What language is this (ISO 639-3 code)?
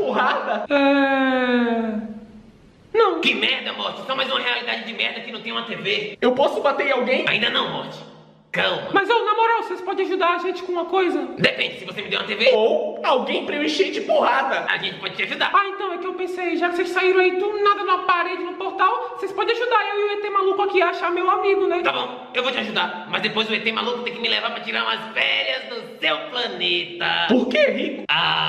por